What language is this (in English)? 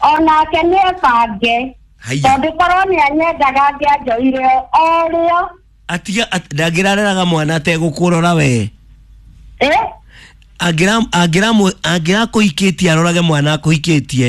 Kikuyu